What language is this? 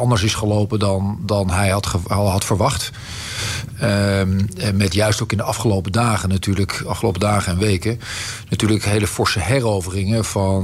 Dutch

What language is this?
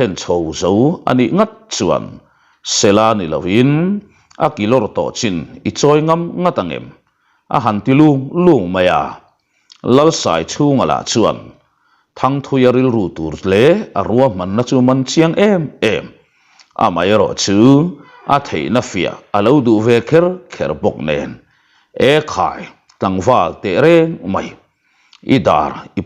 Mizo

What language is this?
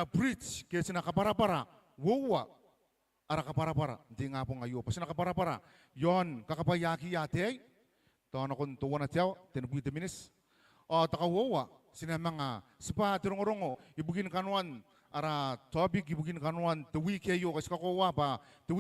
Gilbertese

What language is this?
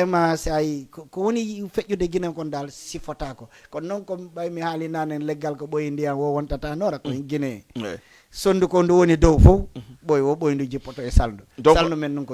Fula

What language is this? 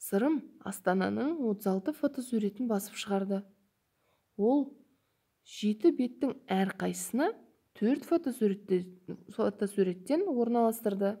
Kazakh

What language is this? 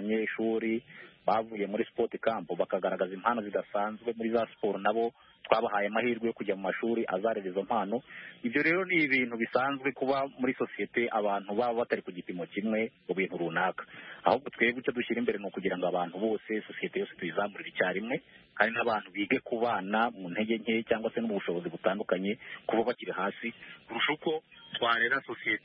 Kinyarwanda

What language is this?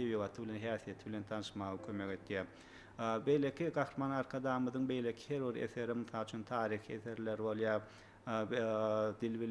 Turkmen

